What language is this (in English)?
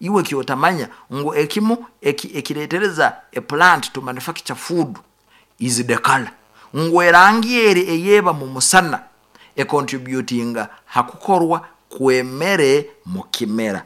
Nyoro